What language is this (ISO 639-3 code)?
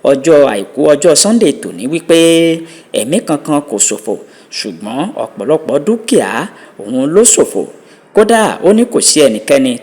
yor